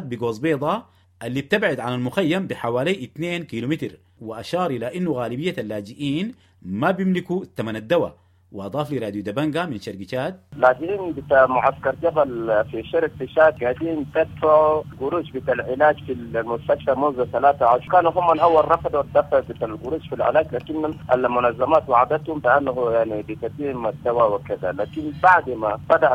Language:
Sudanese Arabic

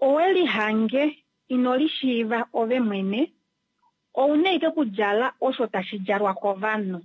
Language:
Kuanyama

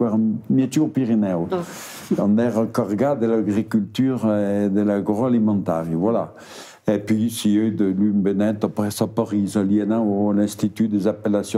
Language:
Occitan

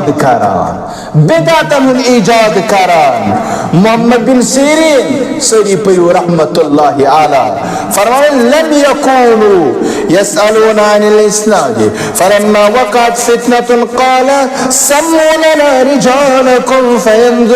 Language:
Kashmiri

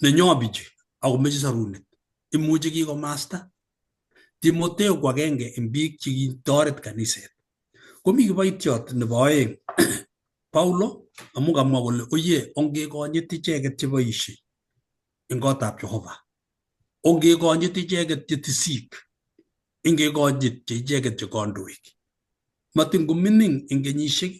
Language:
Kalenjin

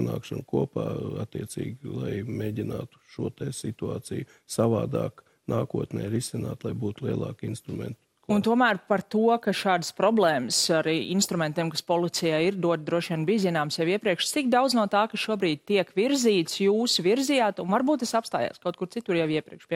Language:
Latvian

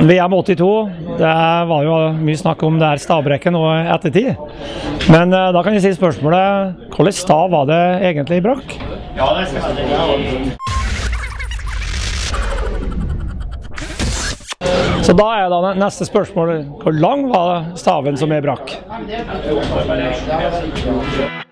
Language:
Norwegian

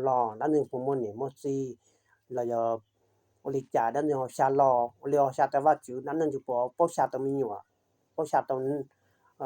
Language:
Hmong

